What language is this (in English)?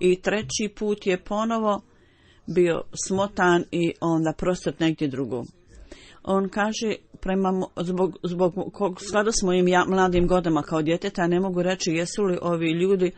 Bosnian